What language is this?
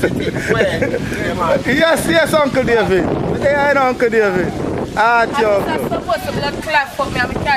Jamaican Creole English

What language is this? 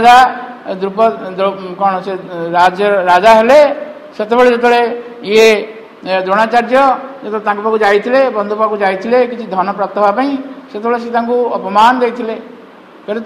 Odia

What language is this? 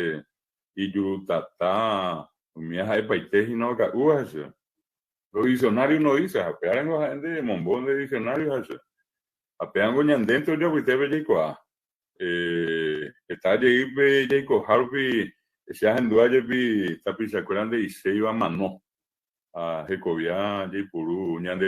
Guarani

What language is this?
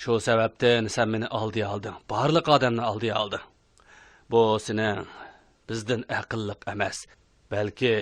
Uyghur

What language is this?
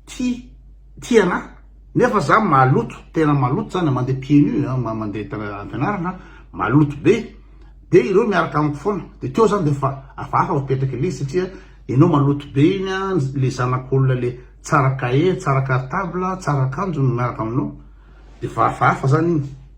Malagasy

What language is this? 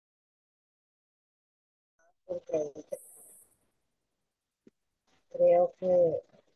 Spanish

